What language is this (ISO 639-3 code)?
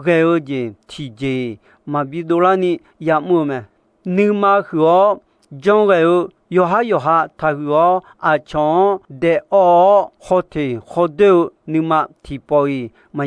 ahk